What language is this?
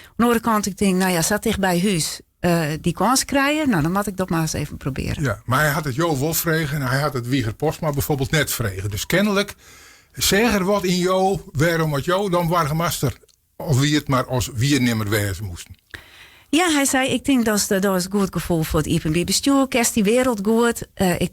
Western Frisian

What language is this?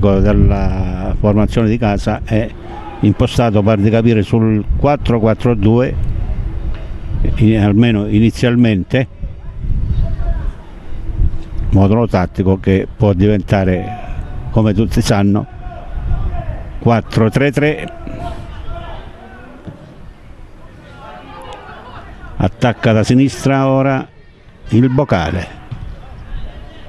Italian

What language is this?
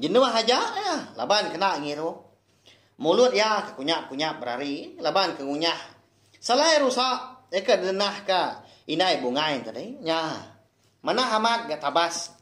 Iban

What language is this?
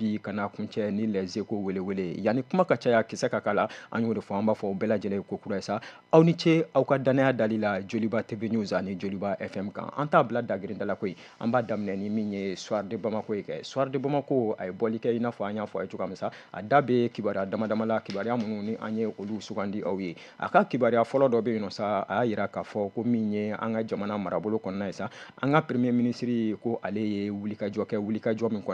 Bambara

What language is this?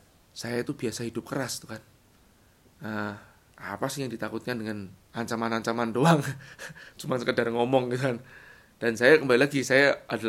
Indonesian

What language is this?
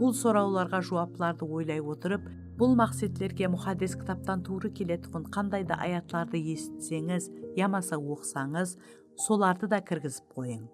Kara-Kalpak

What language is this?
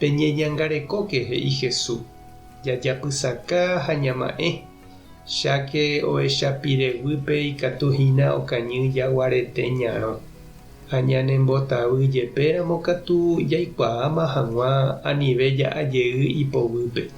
Guarani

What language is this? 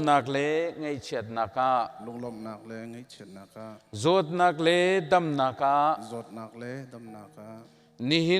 Hakha Chin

